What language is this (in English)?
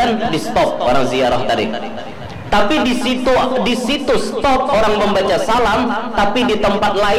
Banjar